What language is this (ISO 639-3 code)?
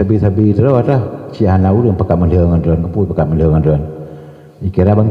ace